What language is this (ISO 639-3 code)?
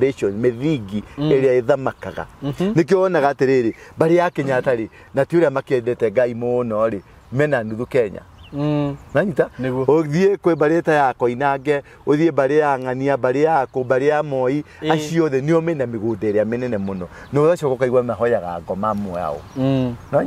kik